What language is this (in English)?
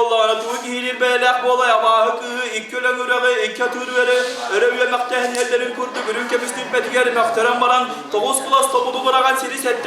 Yakut